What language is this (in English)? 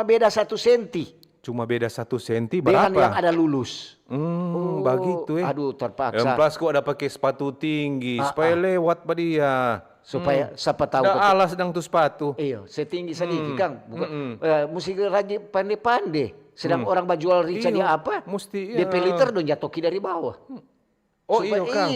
Manado Malay